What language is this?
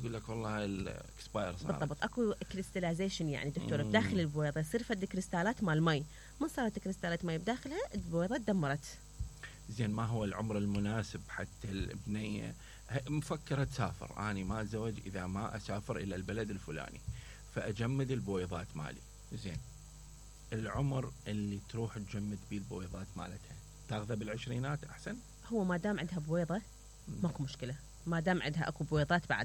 Mesopotamian Arabic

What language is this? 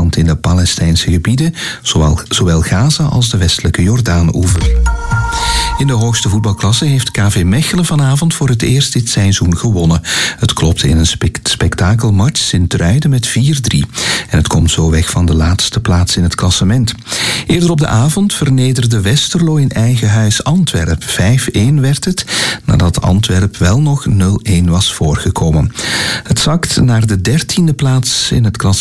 Dutch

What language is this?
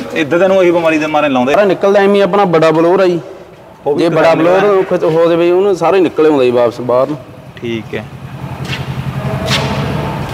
Punjabi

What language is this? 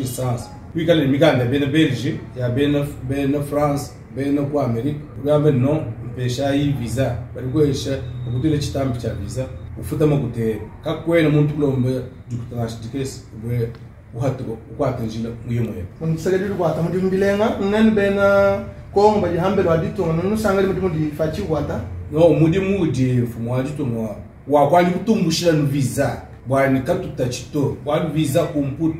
Luba-Lulua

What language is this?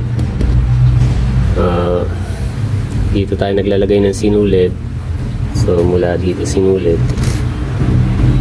Filipino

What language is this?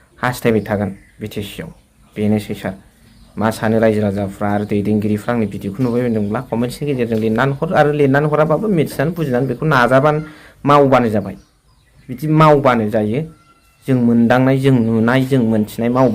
Bodo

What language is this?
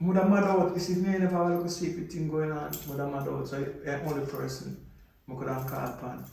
Jamaican Creole English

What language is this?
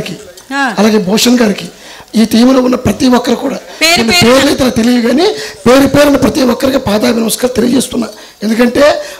Telugu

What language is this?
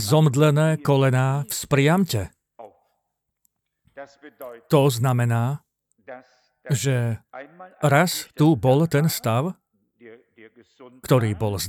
Slovak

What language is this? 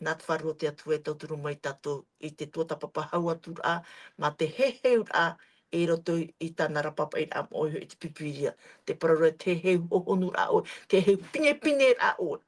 Tahitian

